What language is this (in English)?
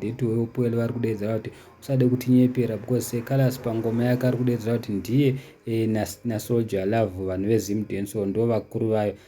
Shona